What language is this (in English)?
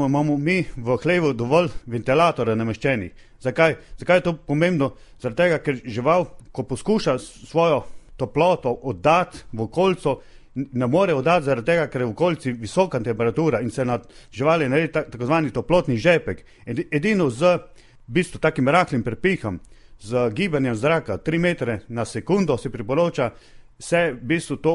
Slovenian